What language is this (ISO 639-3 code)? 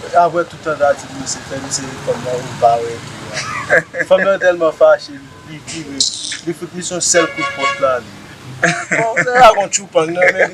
hat